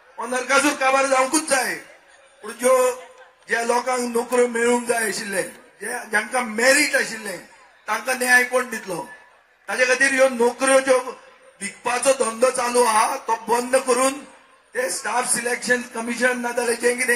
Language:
Konkani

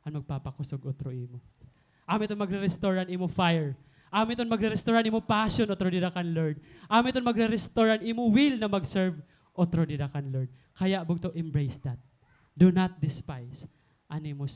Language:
Waray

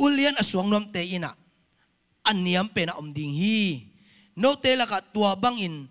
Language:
Tedim Chin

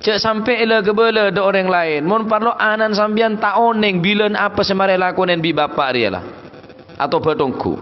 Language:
Madurese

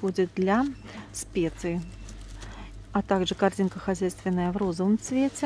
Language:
Russian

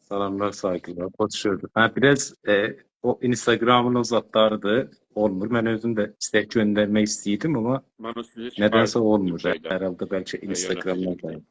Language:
South Azerbaijani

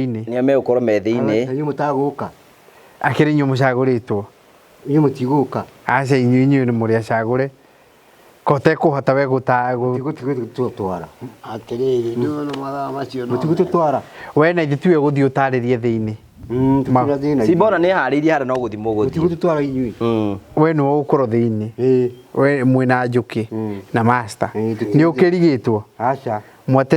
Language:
Kikuyu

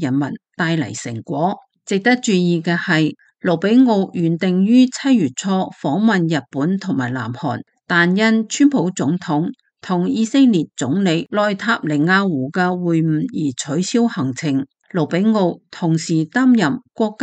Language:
Cantonese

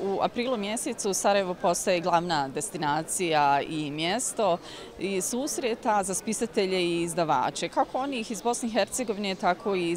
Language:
Bosnian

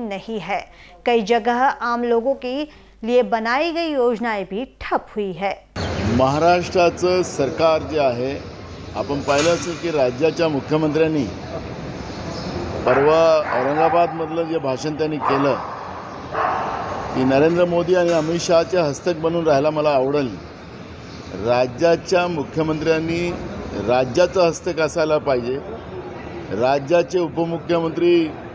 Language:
Marathi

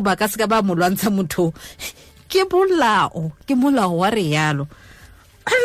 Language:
Tswana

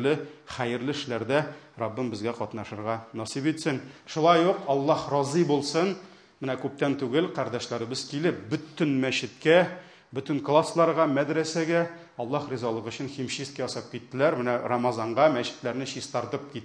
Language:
Tatar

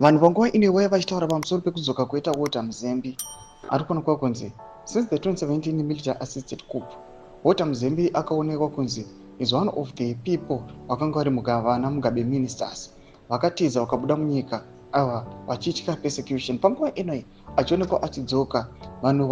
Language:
Shona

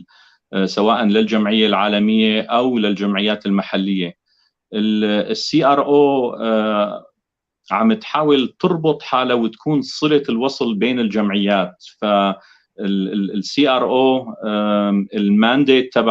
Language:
North Levantine Arabic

